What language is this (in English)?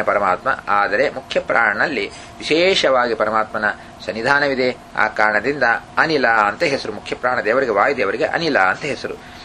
Kannada